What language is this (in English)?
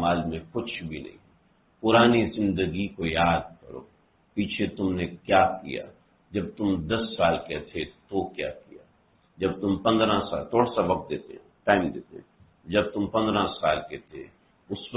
Urdu